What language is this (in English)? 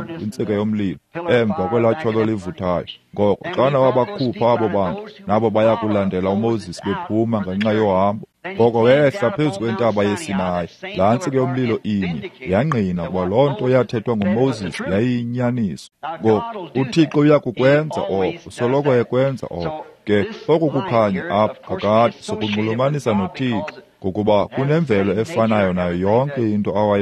Xhosa